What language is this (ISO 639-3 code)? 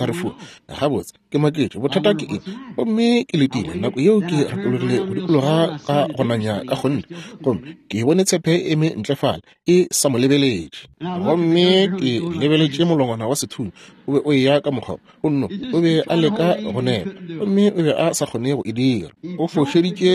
nso